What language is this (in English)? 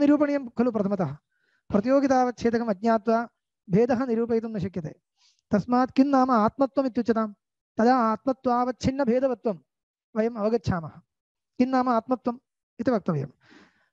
Sanskrit